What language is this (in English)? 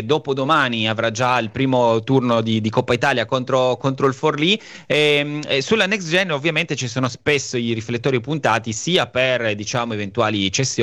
Italian